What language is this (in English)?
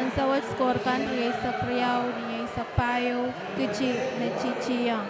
Pohnpeian